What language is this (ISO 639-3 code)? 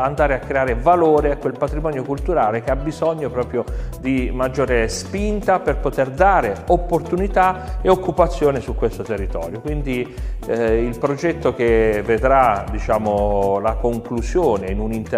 ita